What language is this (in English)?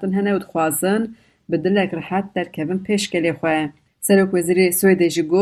Kurdish